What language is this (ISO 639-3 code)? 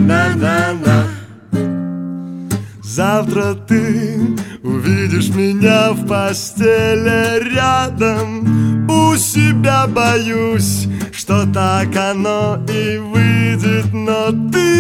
rus